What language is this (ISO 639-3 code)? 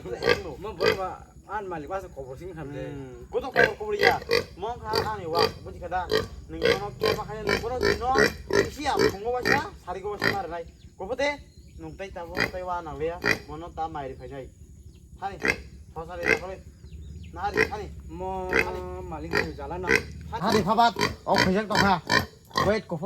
trp